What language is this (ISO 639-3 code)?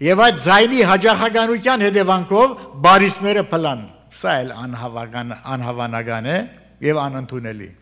hye